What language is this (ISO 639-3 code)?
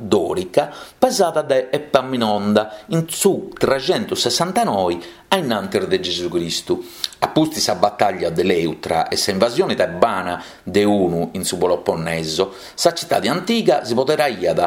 srd